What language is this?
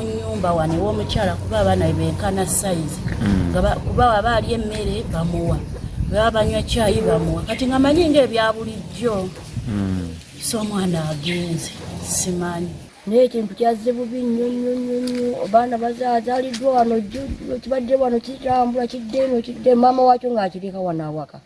Ganda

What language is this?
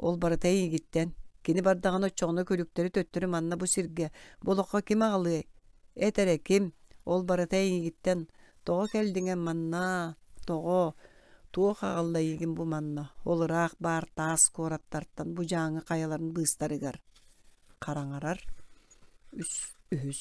Yakut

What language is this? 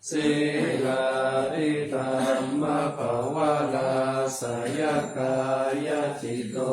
Pali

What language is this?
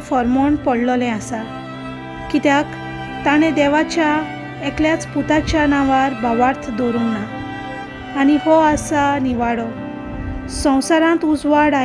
Konkani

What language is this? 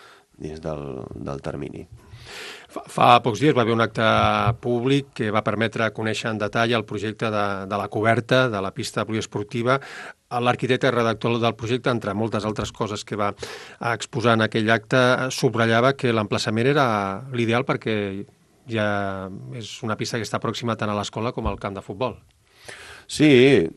Catalan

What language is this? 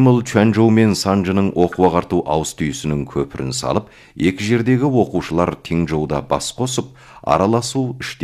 Kazakh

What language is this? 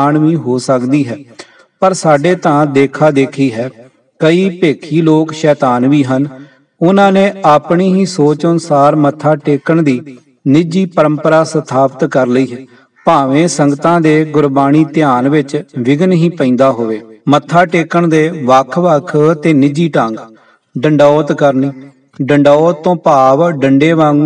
Punjabi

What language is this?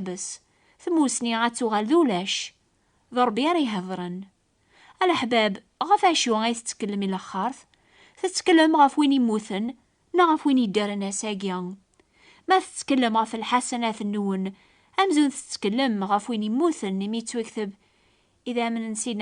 Kabyle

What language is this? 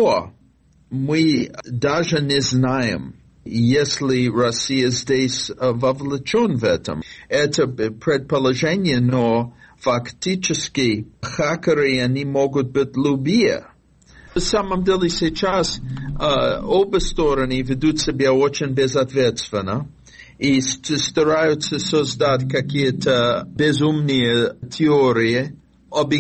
Russian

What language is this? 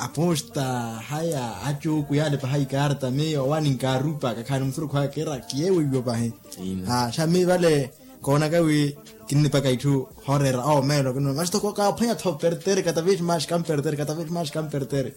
Makhuwa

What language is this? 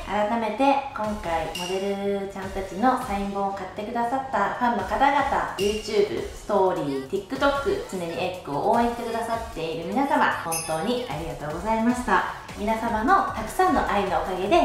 Japanese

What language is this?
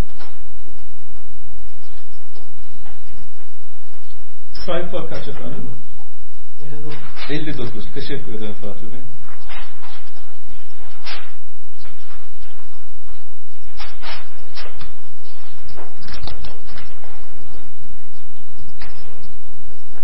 Turkish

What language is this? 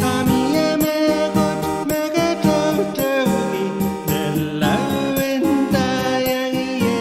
Pohnpeian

